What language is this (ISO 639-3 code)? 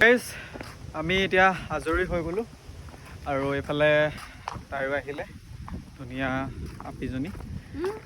asm